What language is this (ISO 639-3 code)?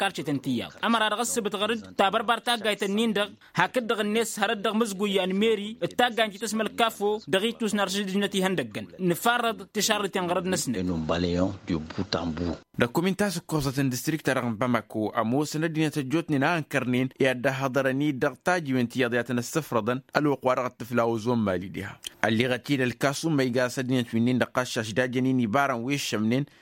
taq